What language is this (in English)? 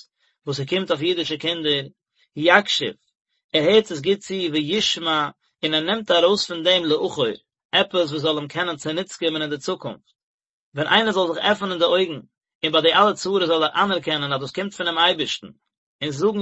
Yiddish